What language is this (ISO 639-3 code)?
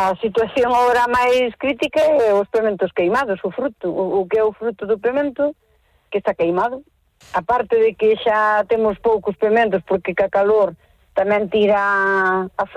glg